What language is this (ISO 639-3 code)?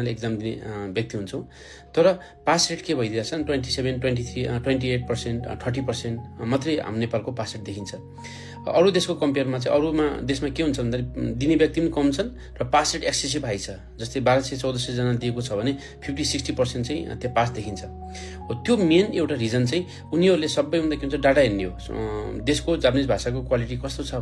nep